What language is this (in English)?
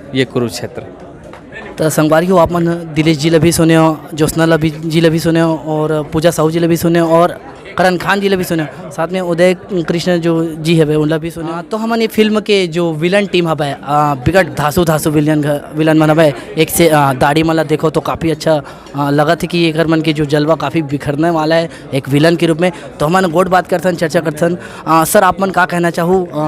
Chhattisgarhi